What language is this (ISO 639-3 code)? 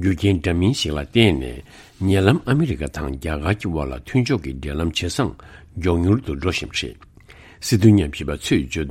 bod